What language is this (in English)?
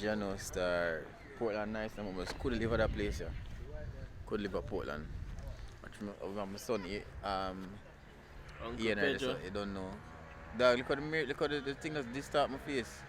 Jamaican Creole English